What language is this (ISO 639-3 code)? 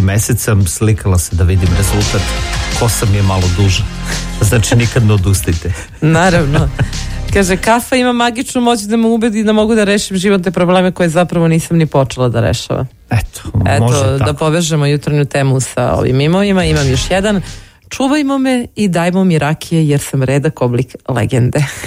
srp